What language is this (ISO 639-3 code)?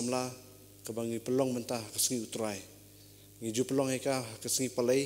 kha